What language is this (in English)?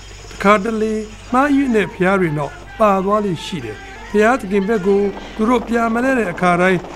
Burmese